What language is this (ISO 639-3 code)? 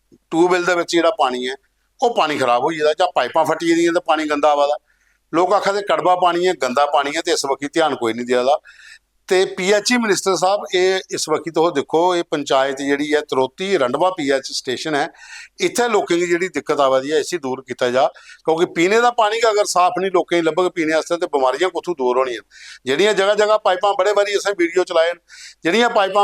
doi